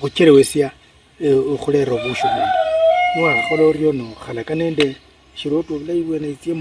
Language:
Luyia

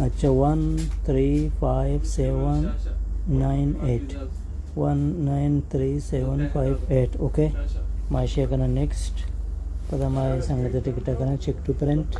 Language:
Baluchi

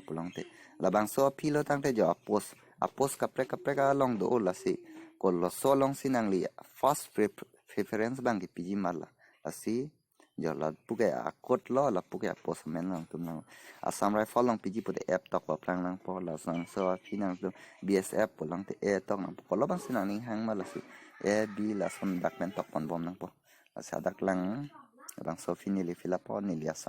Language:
Karbi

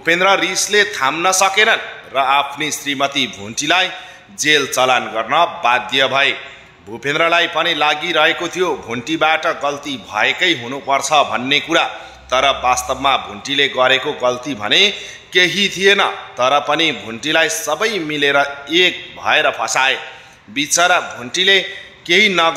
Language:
Nepali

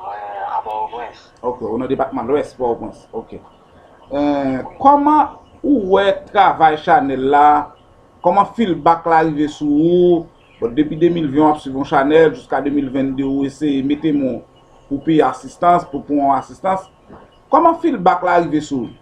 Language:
Haitian Creole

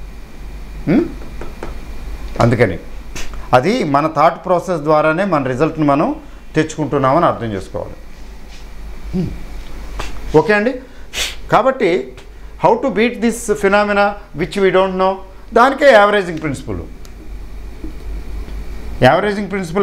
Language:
Telugu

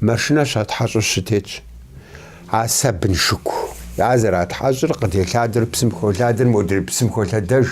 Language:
Kabardian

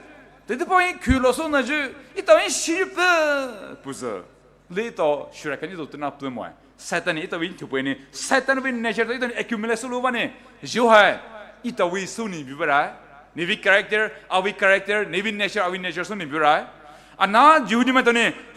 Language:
Poumei Naga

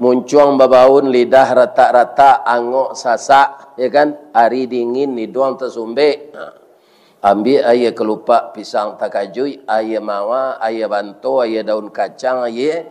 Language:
Minangkabau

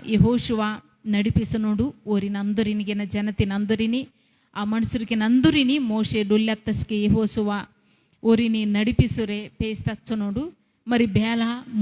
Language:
Koya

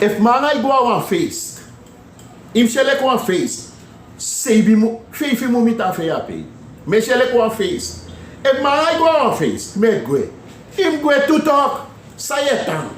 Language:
Sranan Tongo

